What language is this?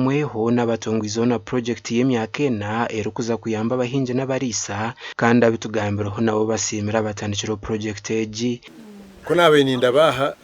Nyankole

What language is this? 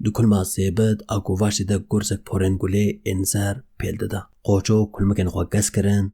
Kurdish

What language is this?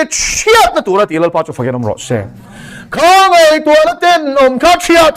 Mizo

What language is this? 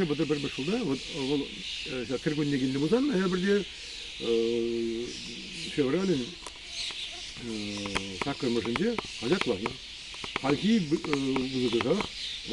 Chuvash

